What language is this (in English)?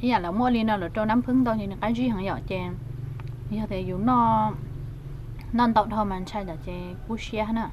Hmong